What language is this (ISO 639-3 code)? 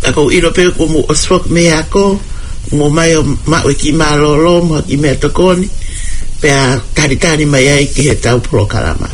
ton